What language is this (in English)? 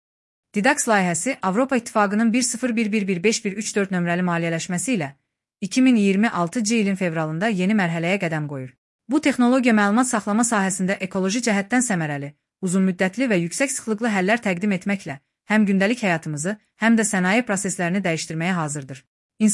Azerbaijani